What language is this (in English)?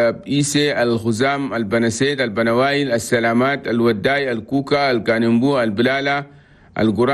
Chadian Arabic